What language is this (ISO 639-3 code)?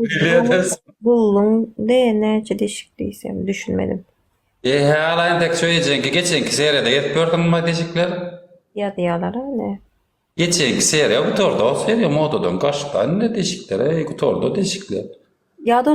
tuk